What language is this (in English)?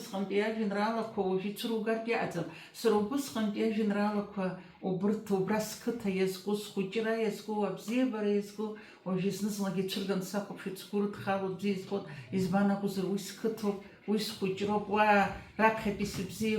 Abkhazian